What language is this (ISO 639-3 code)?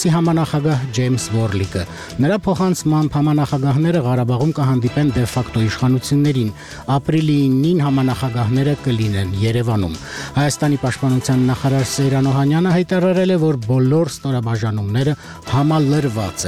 hye